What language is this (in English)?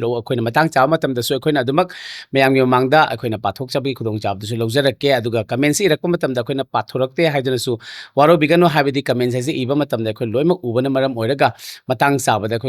Manipuri